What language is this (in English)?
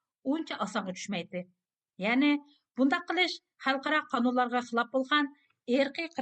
Uyghur